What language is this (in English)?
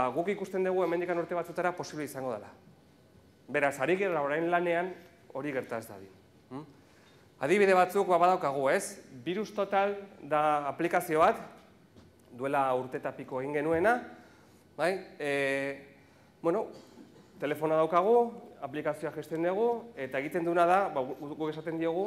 Basque